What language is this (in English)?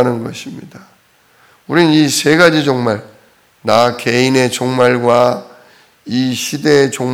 Korean